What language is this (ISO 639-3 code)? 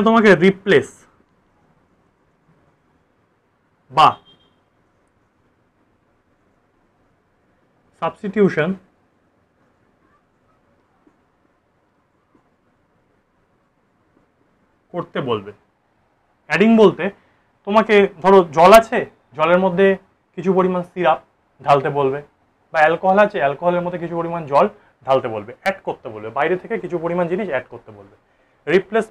ben